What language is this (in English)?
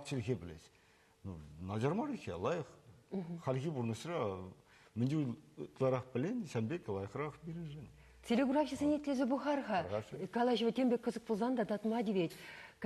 Chuvash